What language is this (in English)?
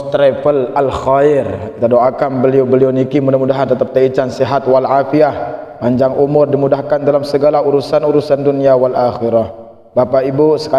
Sasak